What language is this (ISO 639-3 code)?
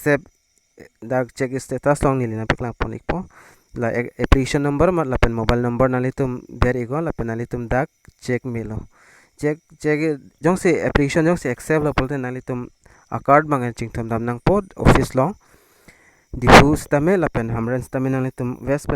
mjw